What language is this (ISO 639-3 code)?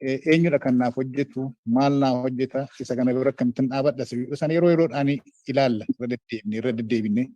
orm